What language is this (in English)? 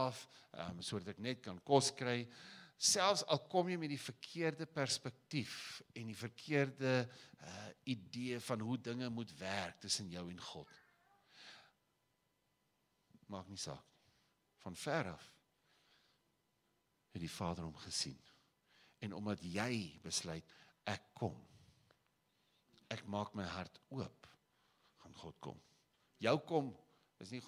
Afrikaans